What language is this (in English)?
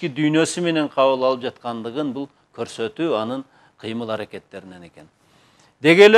Kyrgyz